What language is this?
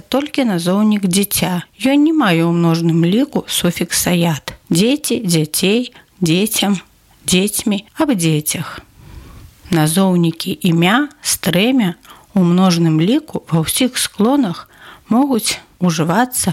Belarusian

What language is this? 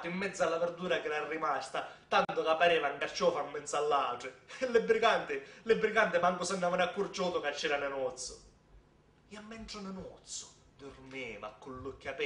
Sicilian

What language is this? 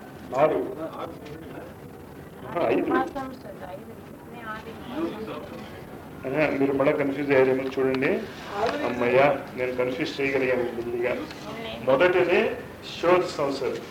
Telugu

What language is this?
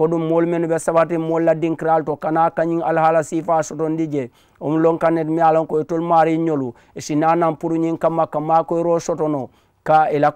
Mandingo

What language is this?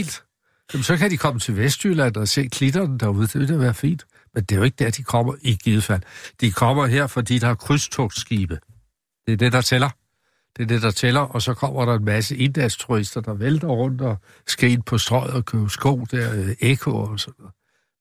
Danish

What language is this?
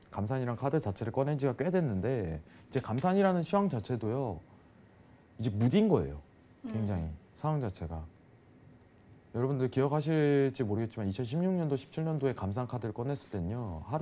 Korean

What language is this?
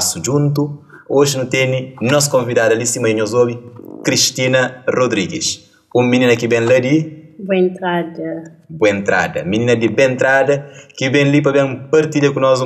Kabuverdianu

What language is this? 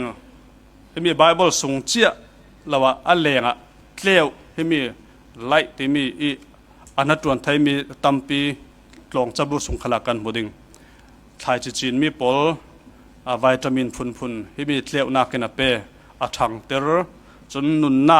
Falam Chin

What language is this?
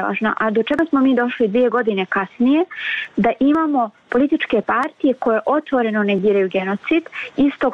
Bosnian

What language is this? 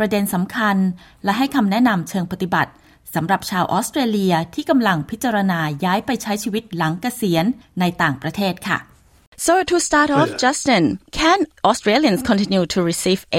Thai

